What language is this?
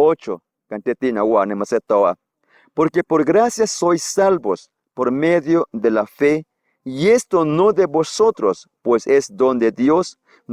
Guerrero Amuzgo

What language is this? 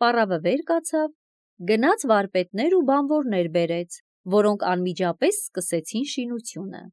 Armenian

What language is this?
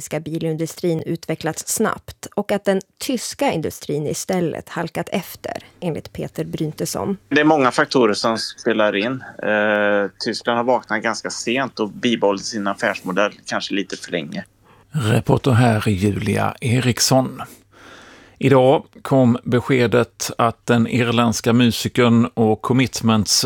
Swedish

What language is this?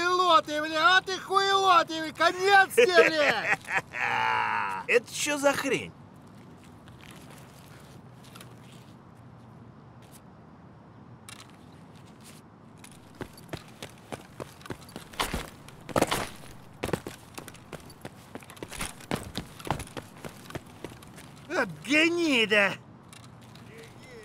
Russian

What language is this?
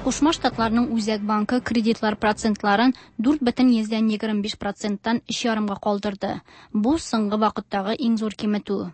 Tatar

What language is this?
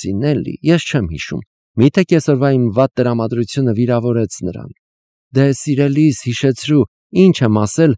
Armenian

